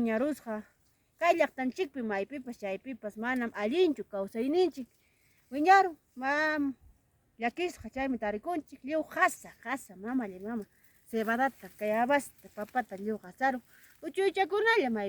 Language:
Ayacucho Quechua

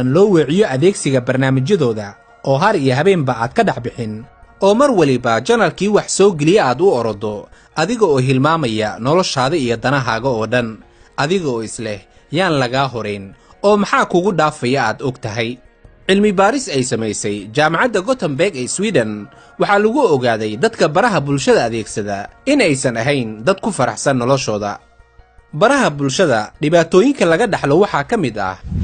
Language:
Somali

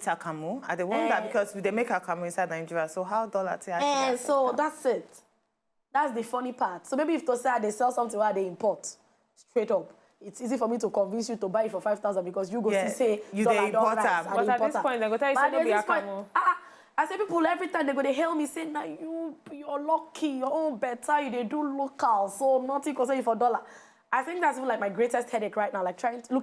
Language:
Nigerian Pidgin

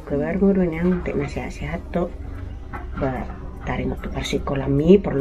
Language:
Batak Toba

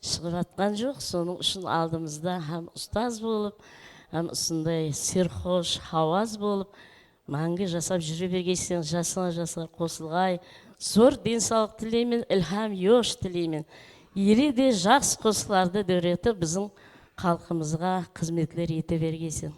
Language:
Kara-Kalpak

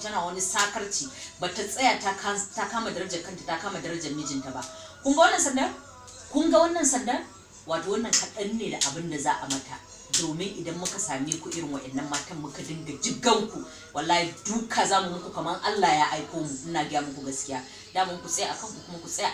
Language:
Hausa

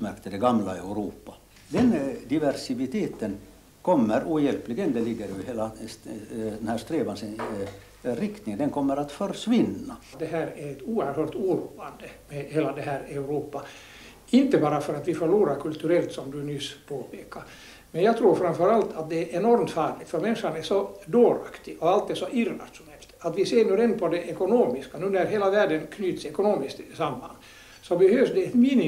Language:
Swedish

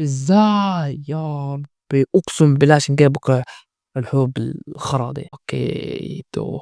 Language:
Egyptian Arabic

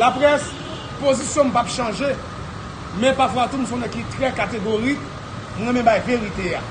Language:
Haitian Creole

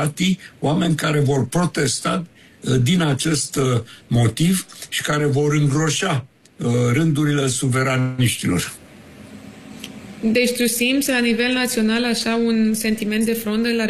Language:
Romanian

